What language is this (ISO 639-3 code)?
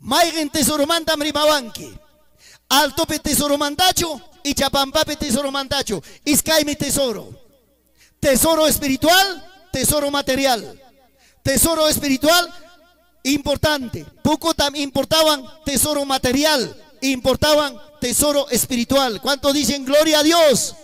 quy